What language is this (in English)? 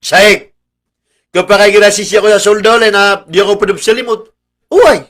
Maranao